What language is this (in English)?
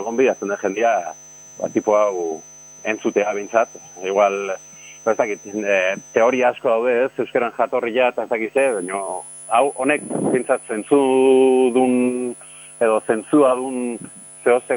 Basque